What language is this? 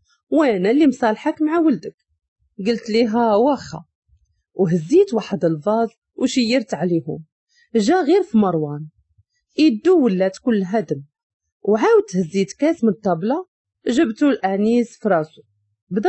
Moroccan Arabic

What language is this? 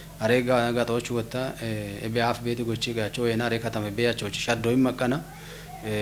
Kafa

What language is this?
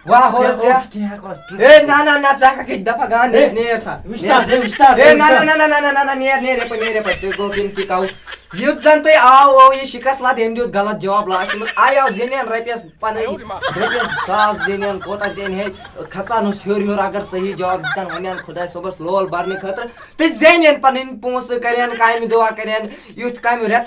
Kashmiri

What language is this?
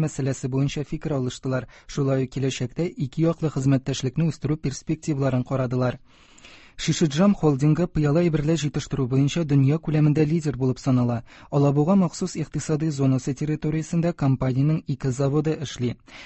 Tatar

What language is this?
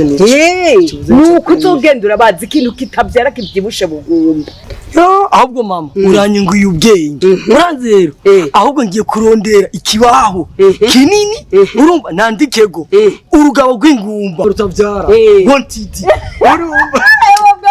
Rundi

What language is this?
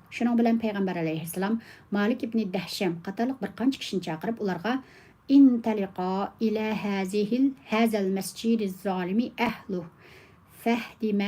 Uyghur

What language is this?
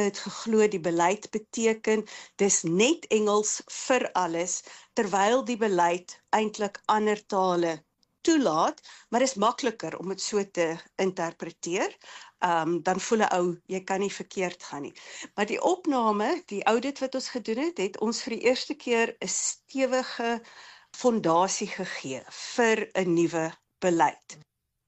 Afrikaans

